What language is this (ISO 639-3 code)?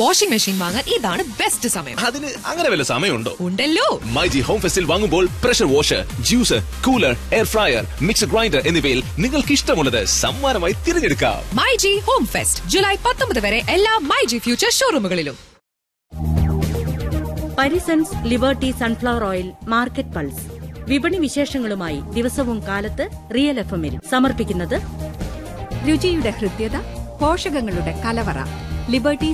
mal